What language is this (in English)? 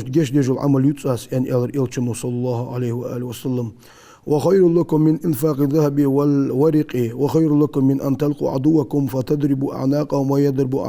Ingush